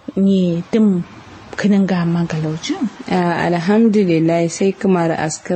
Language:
Kanuri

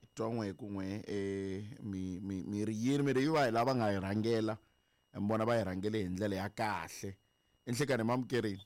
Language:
Tsonga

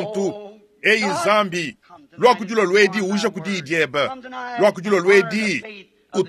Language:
Luba-Lulua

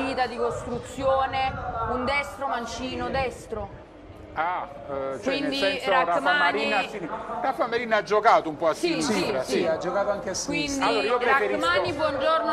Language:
Italian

